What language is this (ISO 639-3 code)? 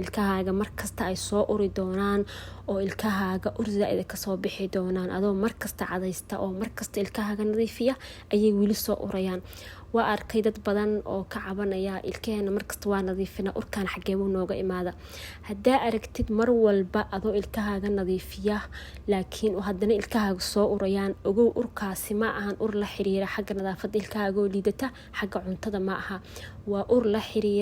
som